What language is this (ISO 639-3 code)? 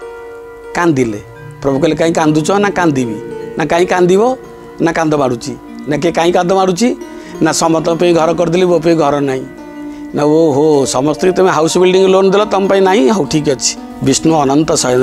ori